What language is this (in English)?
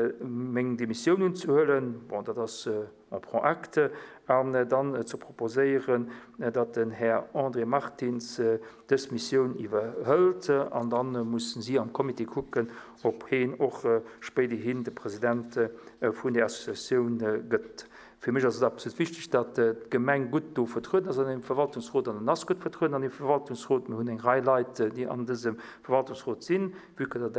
Luxembourgish